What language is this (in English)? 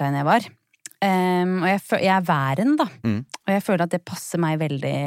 Norwegian